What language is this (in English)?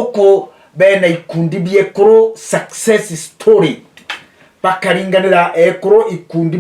Meru